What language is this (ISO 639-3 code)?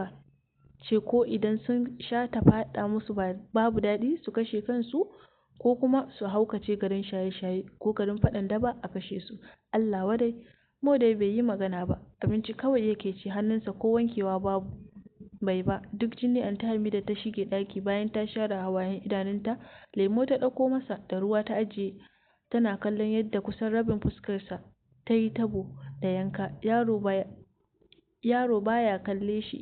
hau